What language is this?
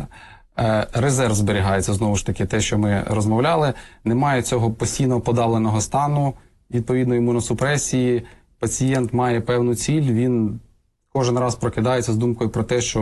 Ukrainian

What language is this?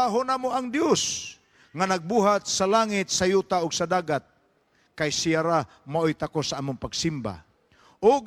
Cebuano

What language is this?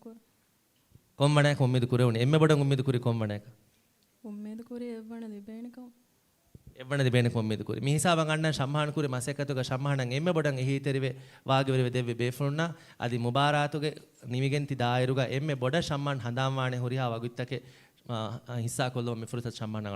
Divehi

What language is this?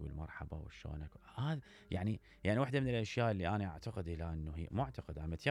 Mesopotamian Arabic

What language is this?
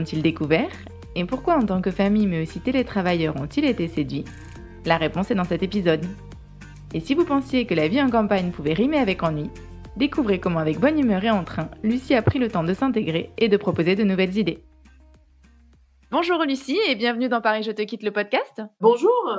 French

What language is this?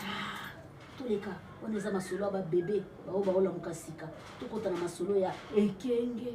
Lingala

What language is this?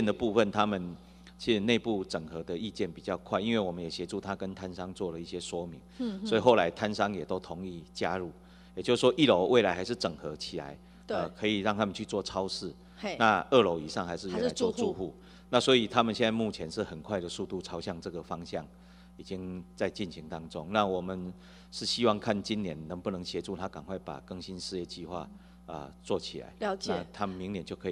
Chinese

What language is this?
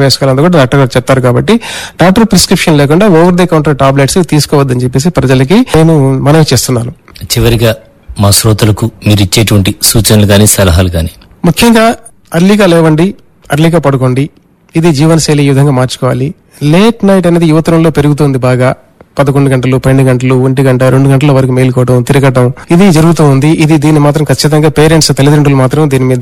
Telugu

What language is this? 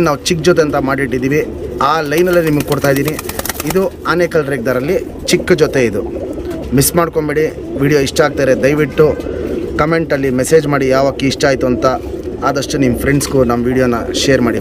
Kannada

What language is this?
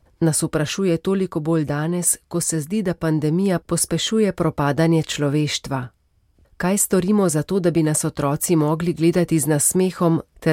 Slovenian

